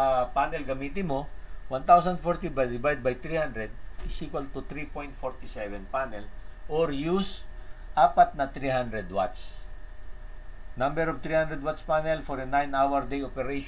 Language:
Filipino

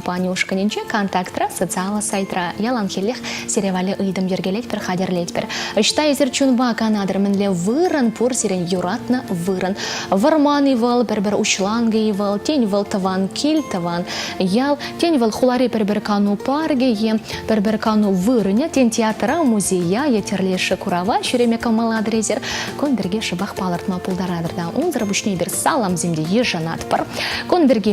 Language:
Chuvash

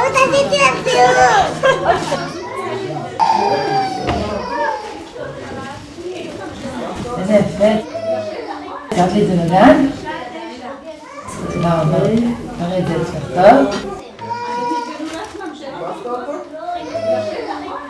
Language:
Hebrew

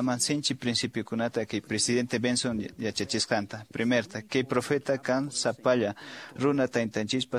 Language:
Quechua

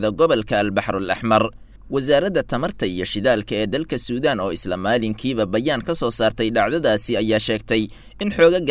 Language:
Somali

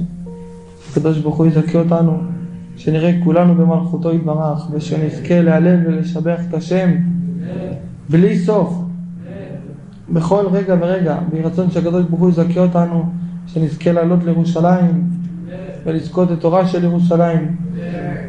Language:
Hebrew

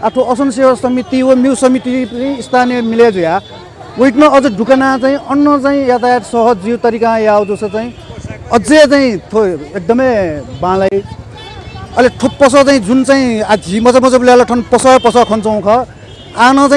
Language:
Newari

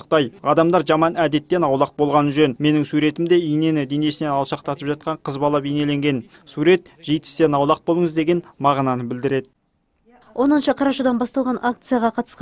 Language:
Kazakh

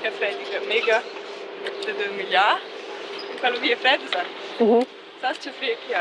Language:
Romansh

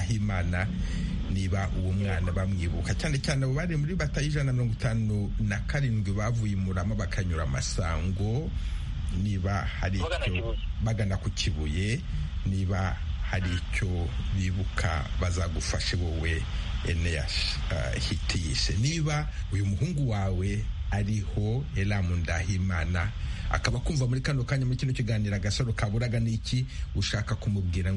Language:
Kinyarwanda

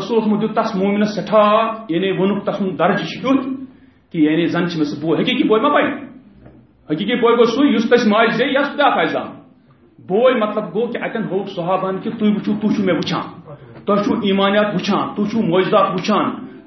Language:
Kashmiri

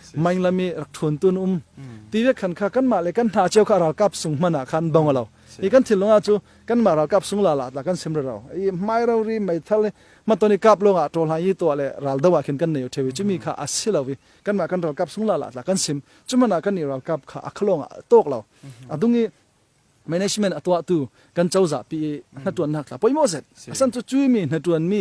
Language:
Falam Chin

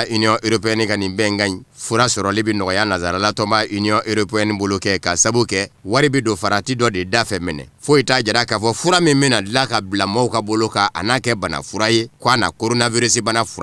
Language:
Bambara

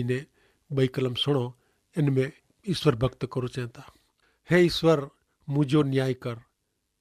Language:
Kachhi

